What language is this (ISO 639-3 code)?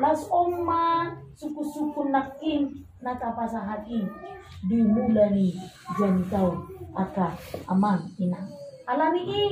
bbc